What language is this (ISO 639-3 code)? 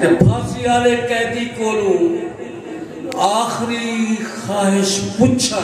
skr